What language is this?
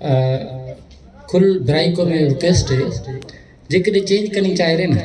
Brahui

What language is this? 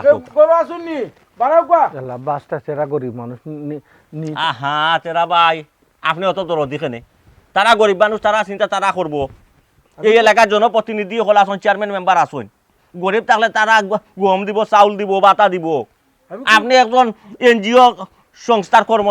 Sylheti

